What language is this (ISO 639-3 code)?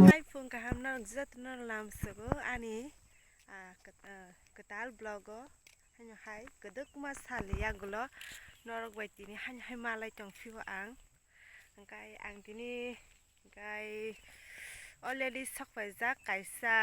trp